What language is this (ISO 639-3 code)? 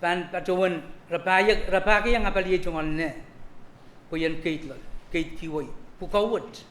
pon